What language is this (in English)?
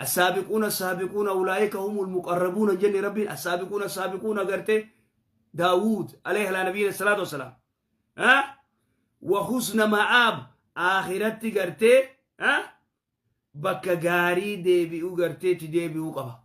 Oromo